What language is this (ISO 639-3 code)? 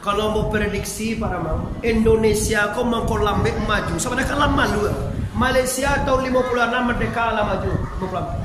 min